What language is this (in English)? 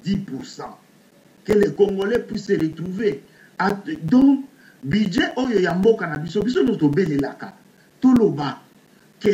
Lingala